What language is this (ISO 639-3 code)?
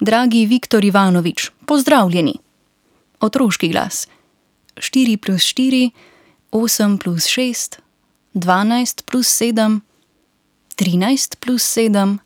slv